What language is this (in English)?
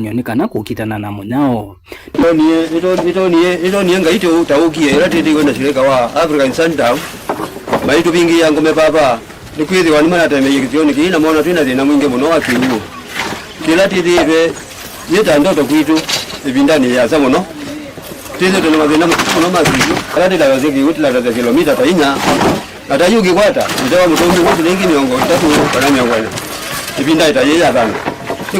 Kamba